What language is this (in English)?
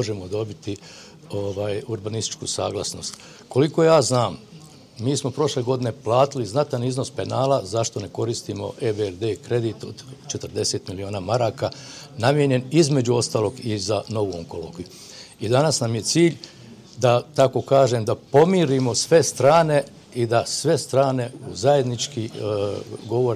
Bosnian